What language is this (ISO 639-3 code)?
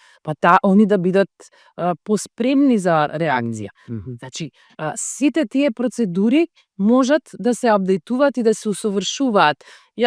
mkd